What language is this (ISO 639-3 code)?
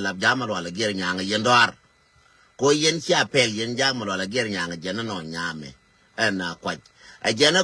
nus